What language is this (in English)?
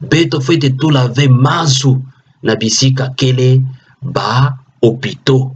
Kituba (Democratic Republic of Congo)